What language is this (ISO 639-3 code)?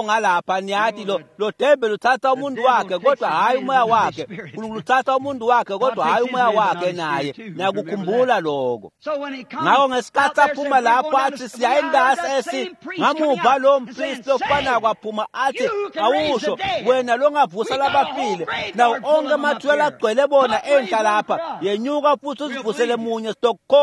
ssw